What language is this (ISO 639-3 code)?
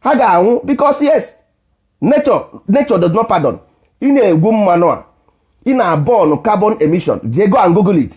ibo